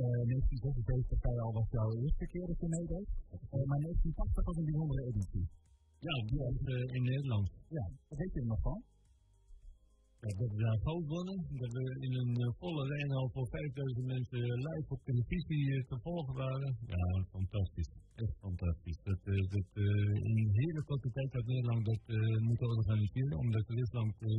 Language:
Dutch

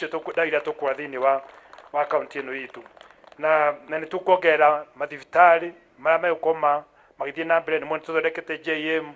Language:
Kikuyu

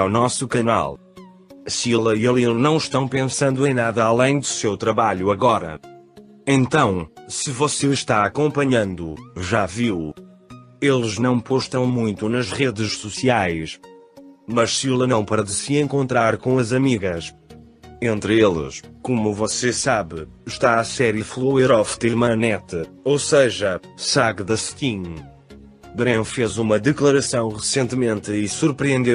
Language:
Portuguese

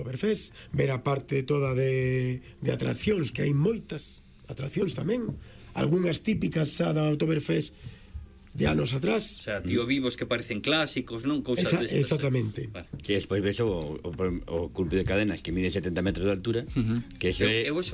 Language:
Galician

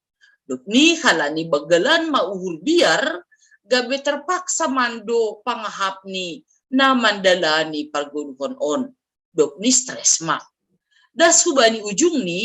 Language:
Batak Simalungun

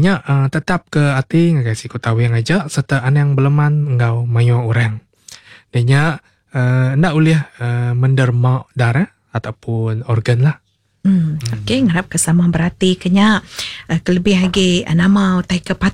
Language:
Iban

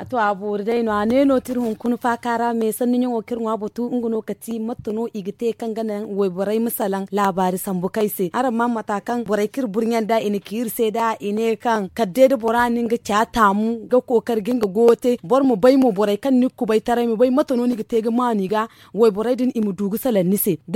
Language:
Zarma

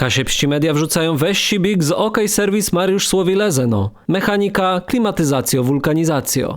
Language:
Kashubian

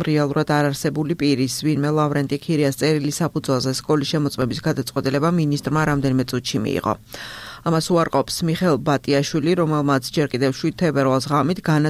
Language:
Georgian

